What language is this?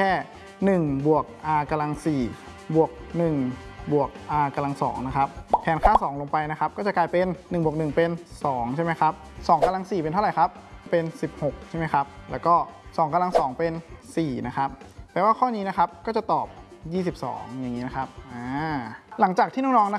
Thai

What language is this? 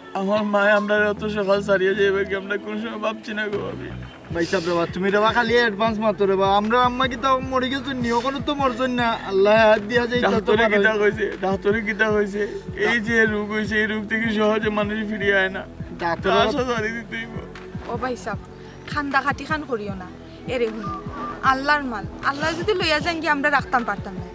Sylheti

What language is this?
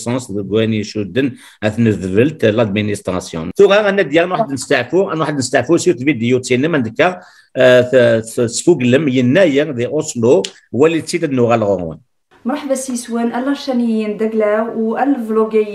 Kabyle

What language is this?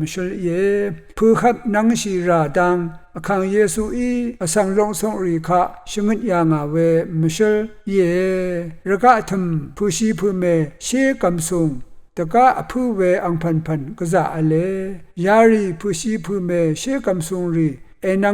Rawang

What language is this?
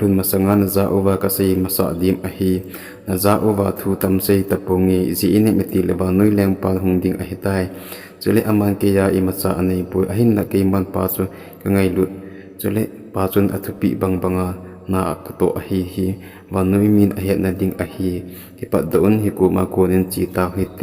Thado Chin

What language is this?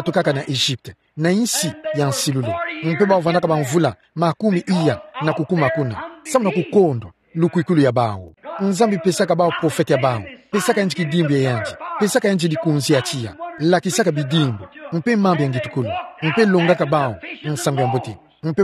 Kituba (Democratic Republic of Congo)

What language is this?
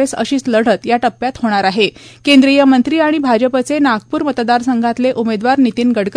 Marathi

